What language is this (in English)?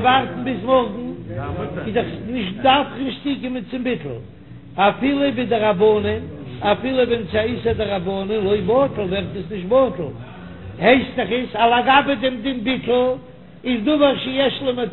Yiddish